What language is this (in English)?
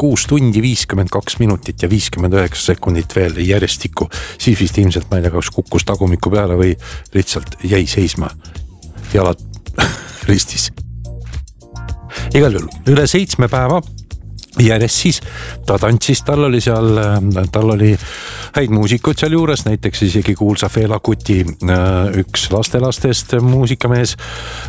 Estonian